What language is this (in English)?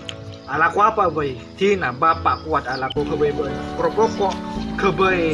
Madurese